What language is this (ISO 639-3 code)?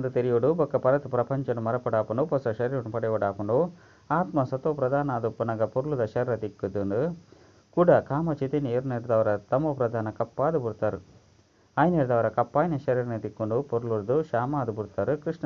tcy